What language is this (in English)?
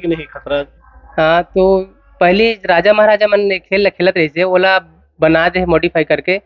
Chhattisgarhi